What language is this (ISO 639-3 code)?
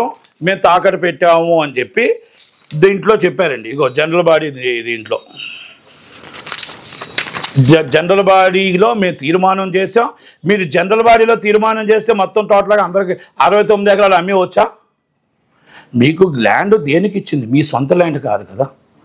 tel